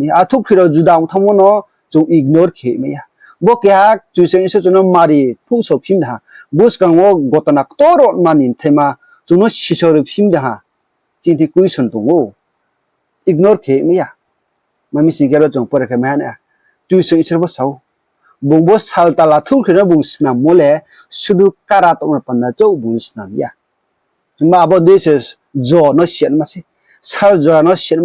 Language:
Riang (India)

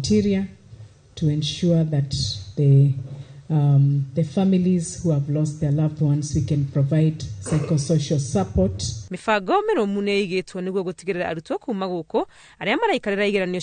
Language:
Kikuyu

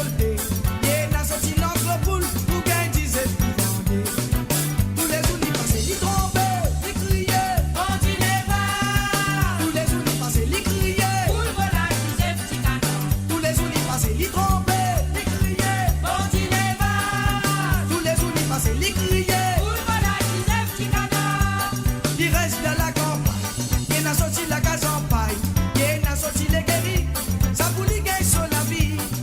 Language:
Morisyen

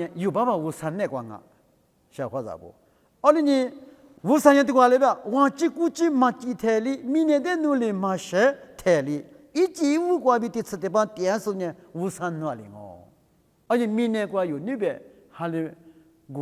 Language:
Lisu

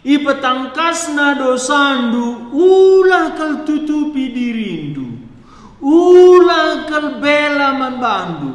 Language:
Batak Karo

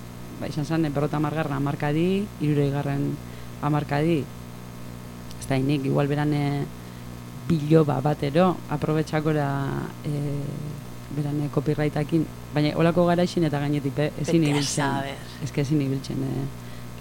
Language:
Basque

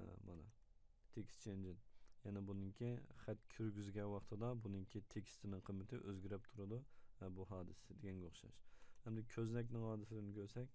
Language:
Uyghur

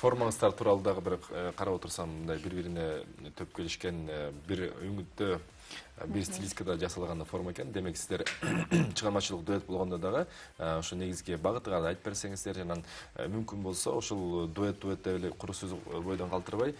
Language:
Kyrgyz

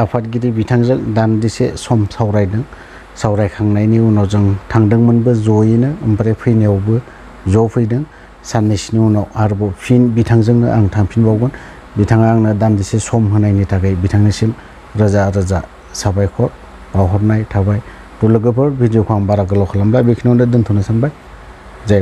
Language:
Bodo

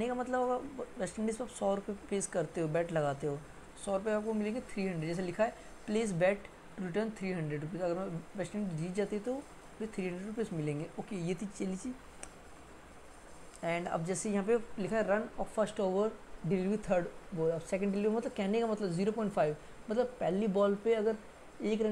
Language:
Hindi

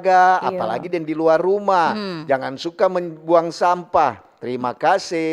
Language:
Manado Malay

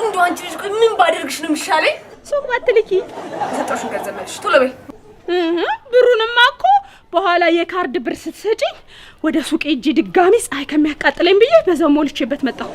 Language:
Amharic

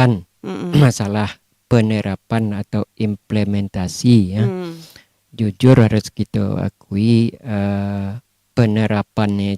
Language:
Minangkabau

